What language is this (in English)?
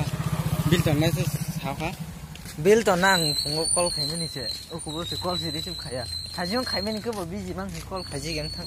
Kok Borok